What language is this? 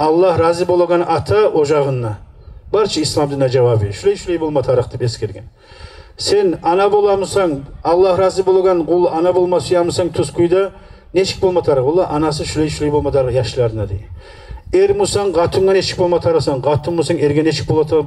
Kumyk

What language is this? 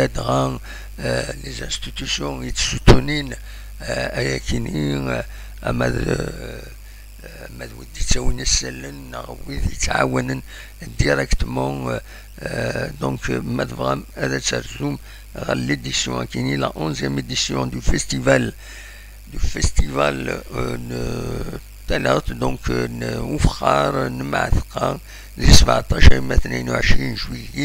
Kabyle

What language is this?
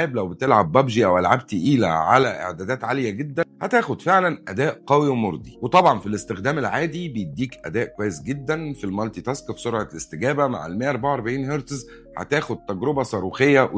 Egyptian Arabic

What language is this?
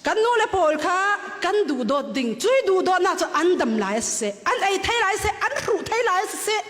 Falam Chin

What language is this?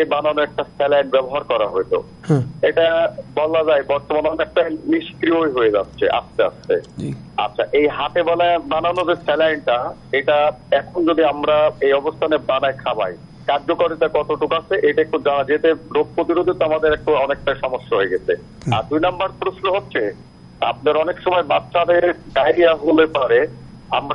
Bangla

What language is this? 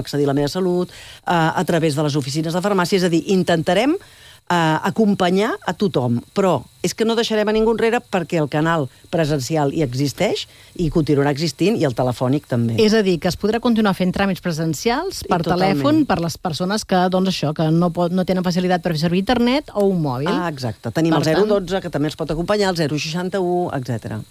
Catalan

